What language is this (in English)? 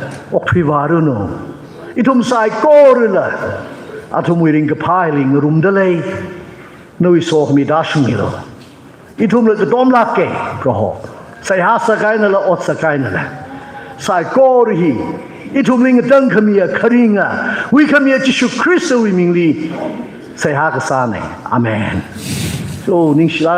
Tangkhul Naga (India)